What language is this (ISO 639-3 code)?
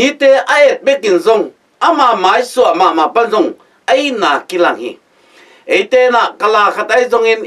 ctd